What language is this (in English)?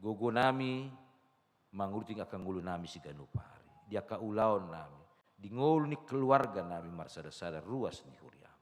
Batak Toba